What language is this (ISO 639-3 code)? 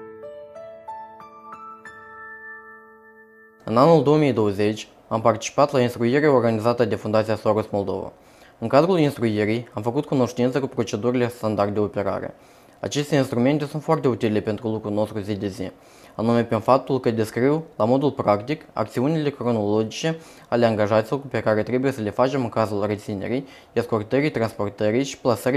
ron